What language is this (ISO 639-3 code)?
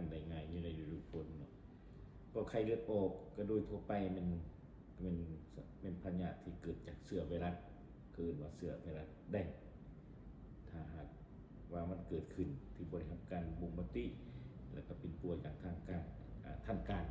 lao